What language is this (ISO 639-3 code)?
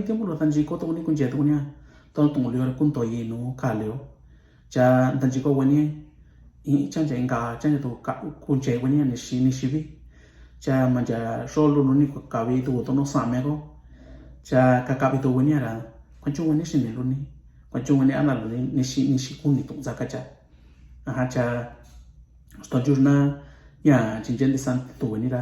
mix